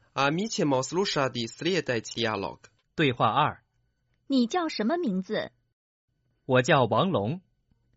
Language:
Croatian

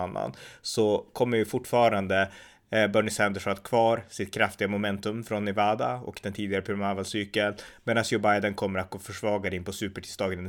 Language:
Swedish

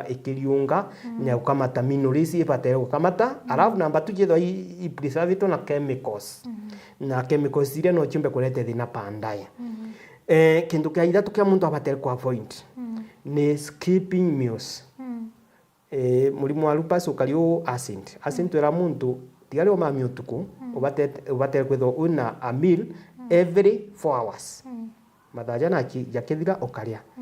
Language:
Meru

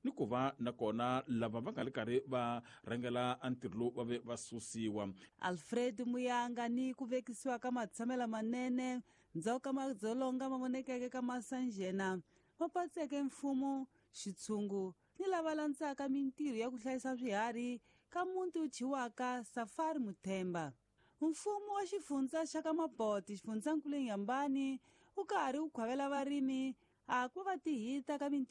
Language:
Tsonga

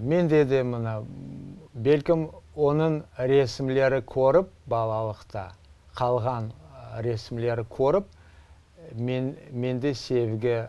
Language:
Crimean Tatar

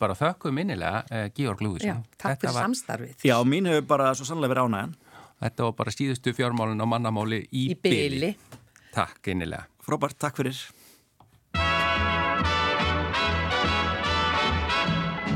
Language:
Icelandic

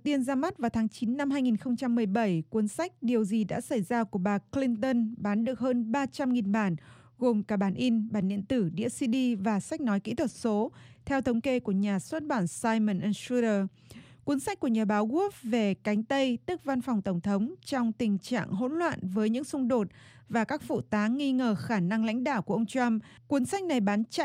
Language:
Vietnamese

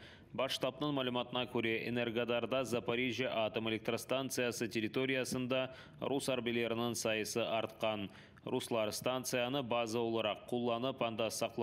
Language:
Crimean Tatar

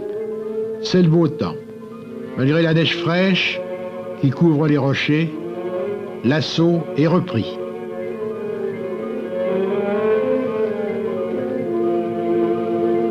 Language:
French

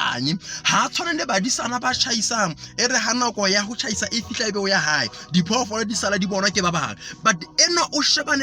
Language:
Southern Sotho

